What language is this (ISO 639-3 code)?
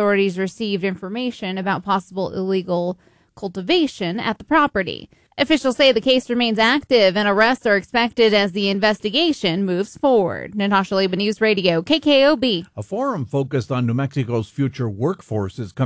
eng